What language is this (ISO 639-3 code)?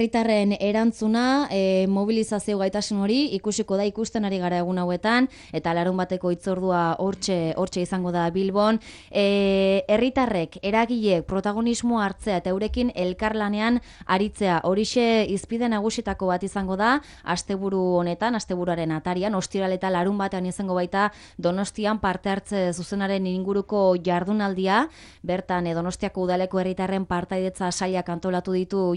eus